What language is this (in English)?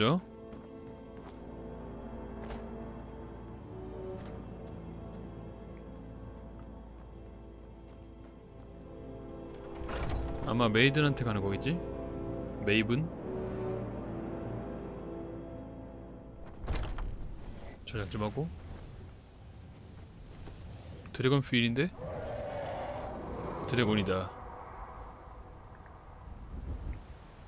Korean